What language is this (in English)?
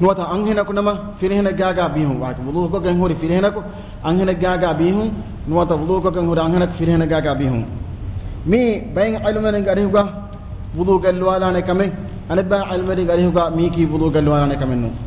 Divehi